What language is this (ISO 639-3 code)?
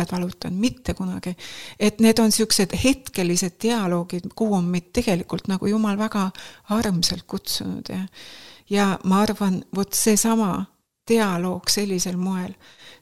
est